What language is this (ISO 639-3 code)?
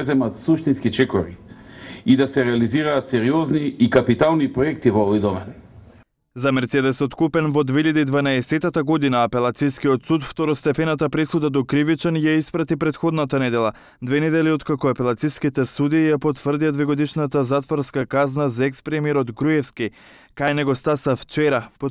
mkd